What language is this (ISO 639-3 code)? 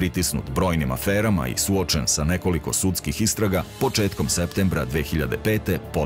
srp